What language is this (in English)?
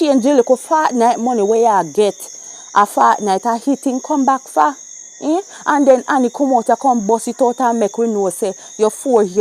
Jamaican Creole English